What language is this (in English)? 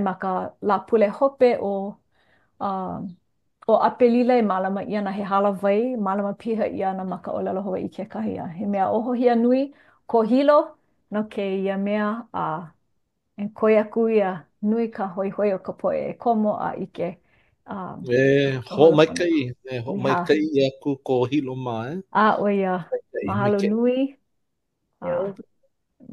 Hawaiian